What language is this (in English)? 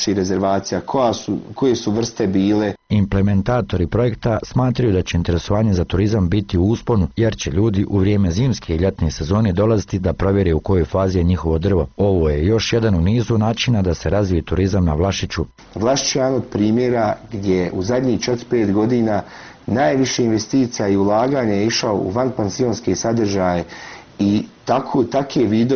Bosnian